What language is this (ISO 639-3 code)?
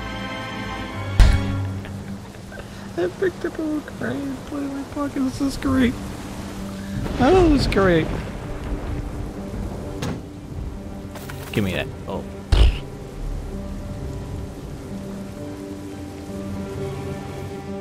eng